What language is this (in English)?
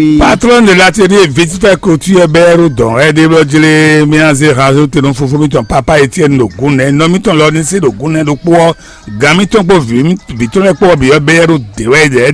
Fon